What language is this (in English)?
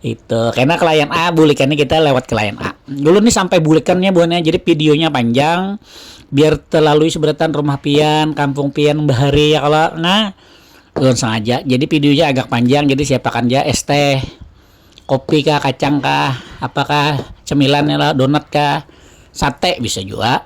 Banjar